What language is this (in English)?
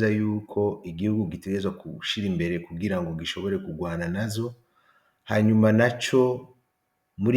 Rundi